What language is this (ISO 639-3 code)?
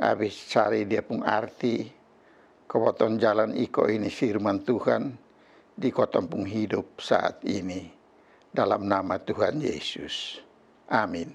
mkn